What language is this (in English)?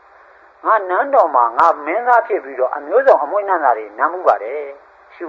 Burmese